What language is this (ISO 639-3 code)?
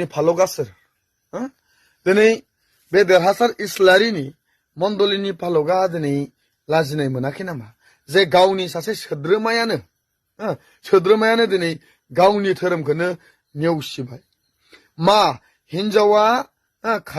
brx